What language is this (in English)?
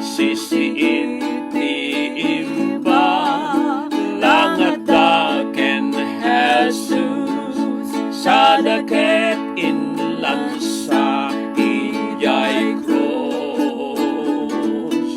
Iloko